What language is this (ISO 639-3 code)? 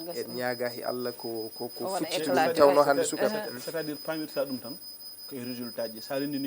ful